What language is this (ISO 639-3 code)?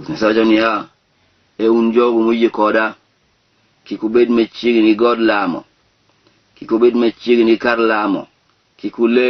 luo